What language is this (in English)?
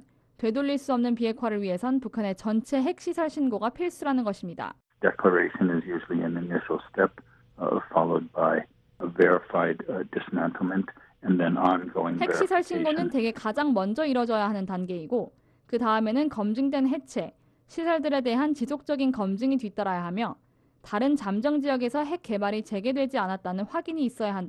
Korean